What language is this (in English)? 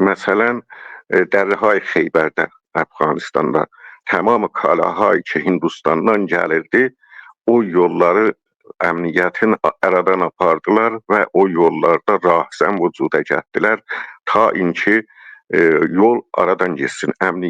South Azerbaijani